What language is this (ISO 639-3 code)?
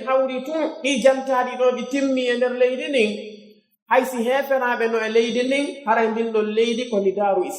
fuf